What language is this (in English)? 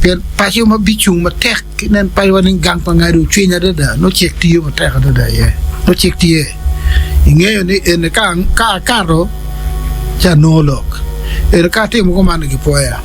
Acoli